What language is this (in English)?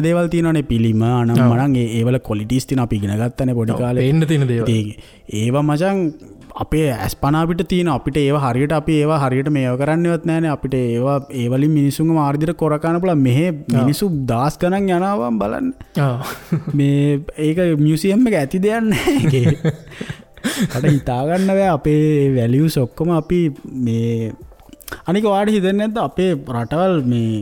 Sinhala